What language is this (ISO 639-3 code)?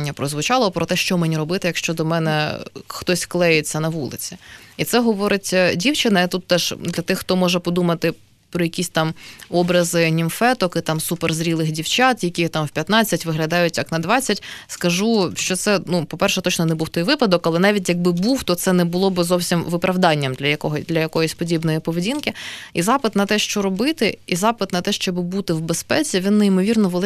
ukr